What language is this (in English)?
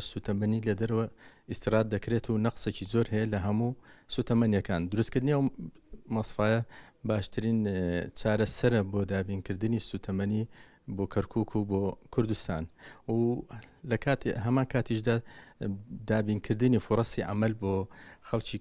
Central Kurdish